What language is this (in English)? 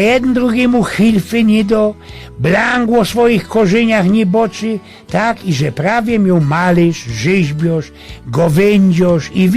Silesian